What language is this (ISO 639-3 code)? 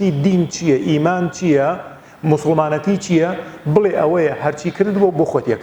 ckb